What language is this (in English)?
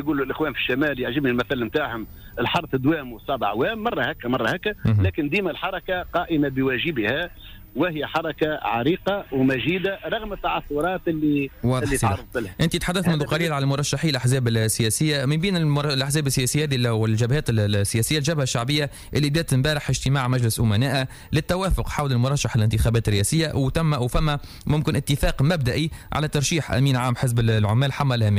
Tunisian Arabic